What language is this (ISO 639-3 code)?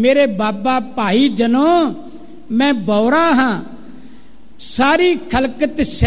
pan